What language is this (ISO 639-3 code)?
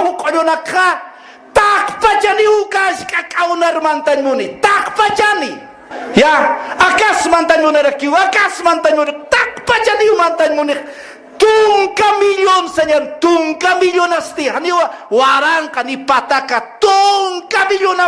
aym